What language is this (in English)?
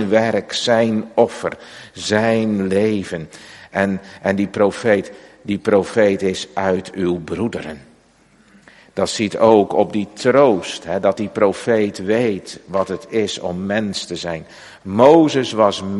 Dutch